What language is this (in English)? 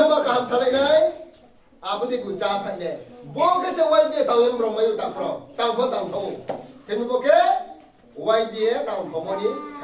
Riang (India)